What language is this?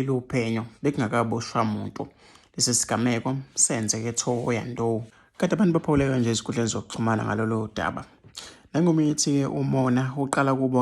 Zulu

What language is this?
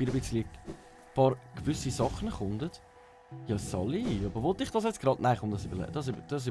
Swiss German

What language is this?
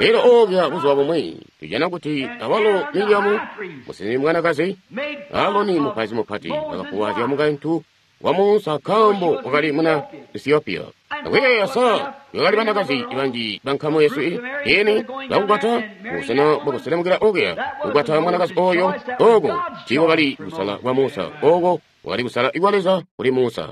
Tonga (Zambia)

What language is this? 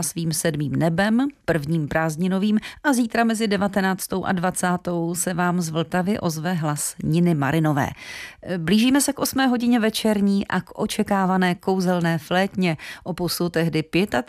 Czech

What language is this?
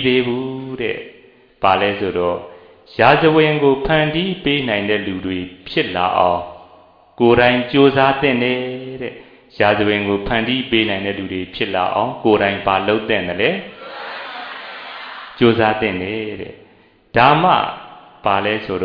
Burmese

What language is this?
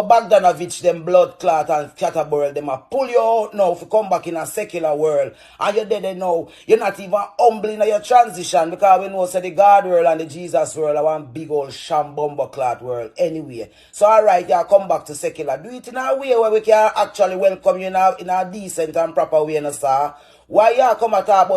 Jamaican Creole English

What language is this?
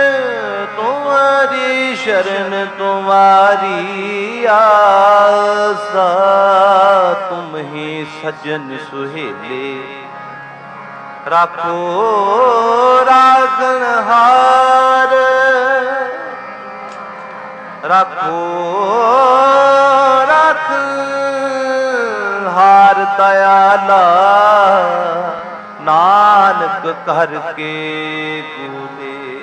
Punjabi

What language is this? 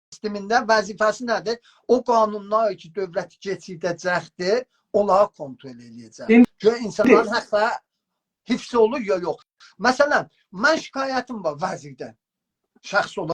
South Azerbaijani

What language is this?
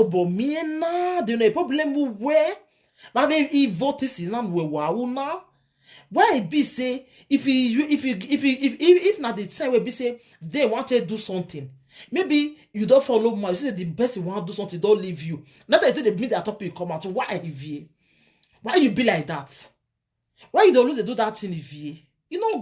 Nigerian Pidgin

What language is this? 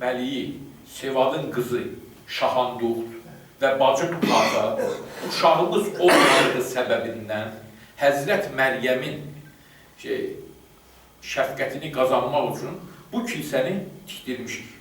Azerbaijani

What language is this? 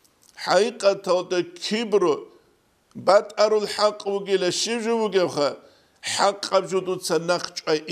Avaric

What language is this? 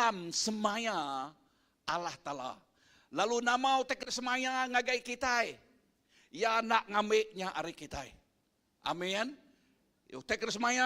Iban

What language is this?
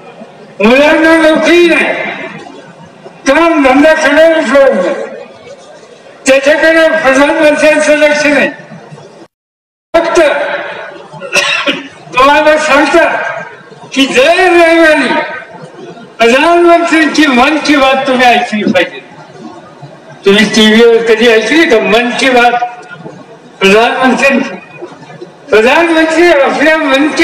Marathi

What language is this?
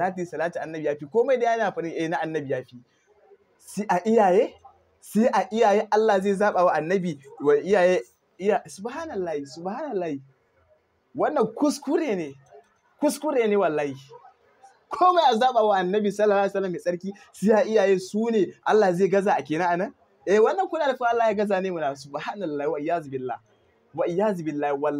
Hausa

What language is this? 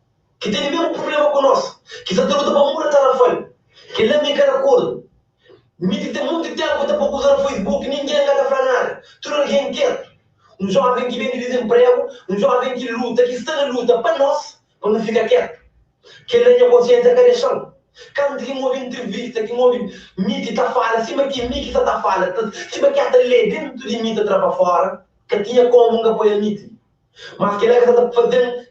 Kabuverdianu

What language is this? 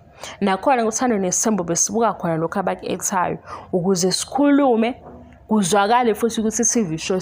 Zulu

